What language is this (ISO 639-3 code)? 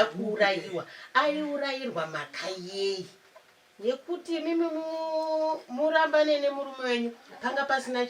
sna